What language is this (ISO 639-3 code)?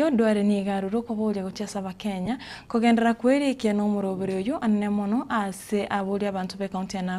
guz